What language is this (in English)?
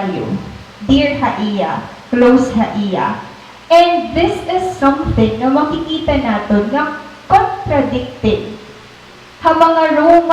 Waray